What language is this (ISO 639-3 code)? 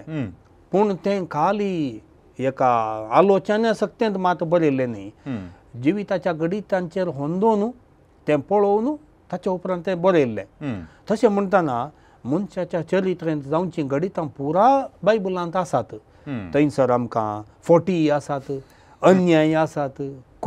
kok